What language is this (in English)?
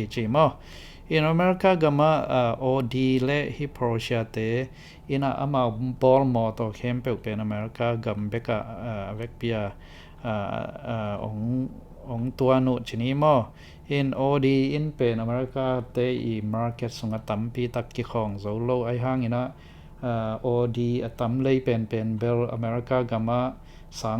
Tedim Chin